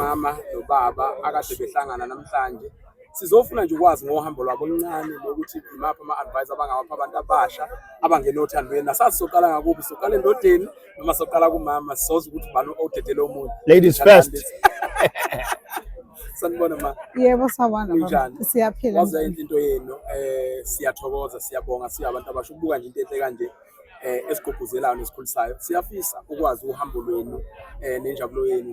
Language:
Zulu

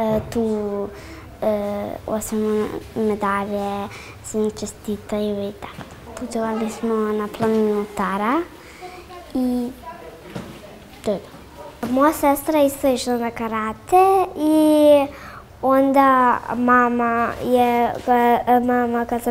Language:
Serbian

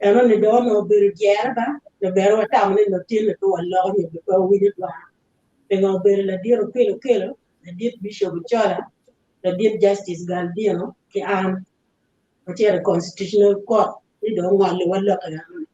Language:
Acoli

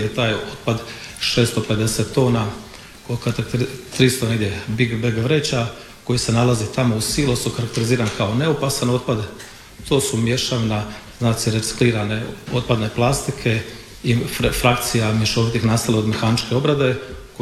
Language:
Croatian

